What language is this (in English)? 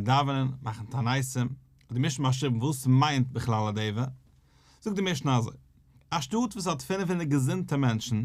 Yiddish